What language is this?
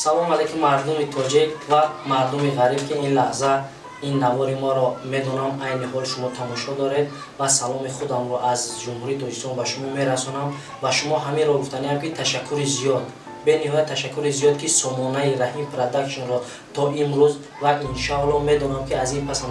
Tajik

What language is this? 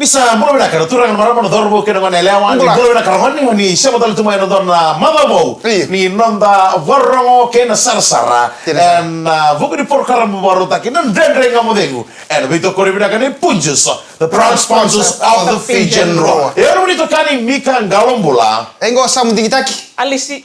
Fijian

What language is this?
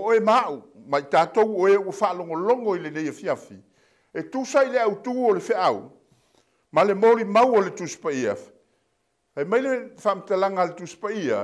Samoan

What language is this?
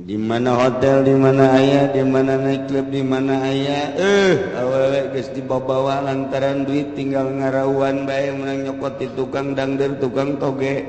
Sundanese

